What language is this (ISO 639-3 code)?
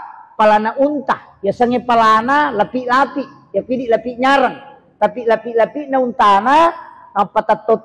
bug